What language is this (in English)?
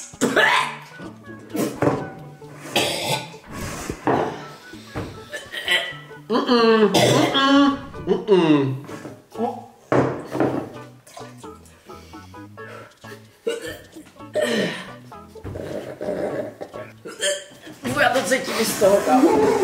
Czech